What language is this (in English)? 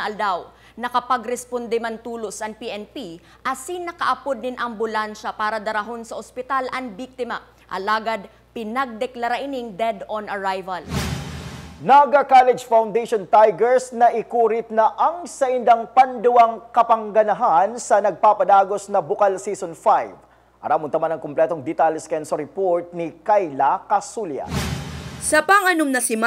Bikol